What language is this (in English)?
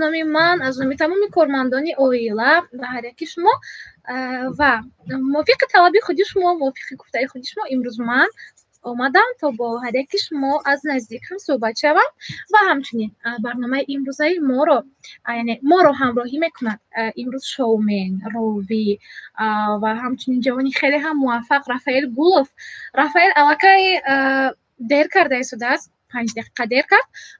Tajik